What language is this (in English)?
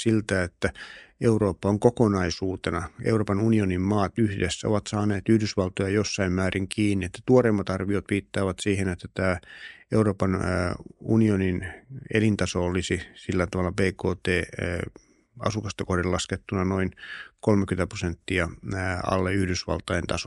Finnish